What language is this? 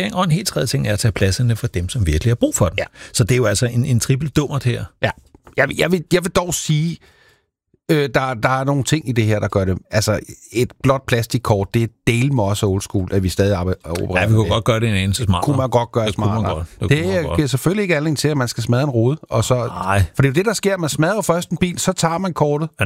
Danish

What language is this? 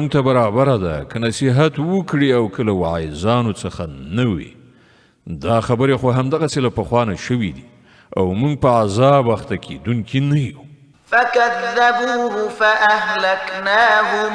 Pashto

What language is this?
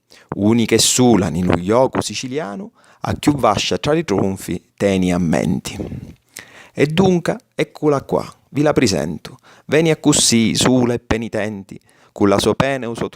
Sicilian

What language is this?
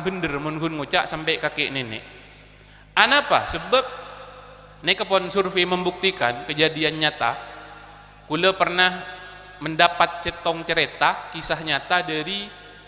Madurese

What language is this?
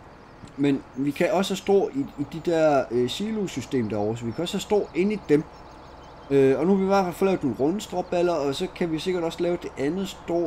Danish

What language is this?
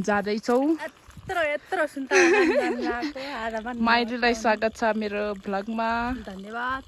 Nepali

